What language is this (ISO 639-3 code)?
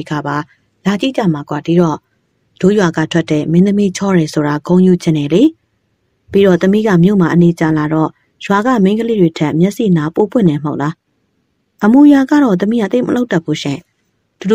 mya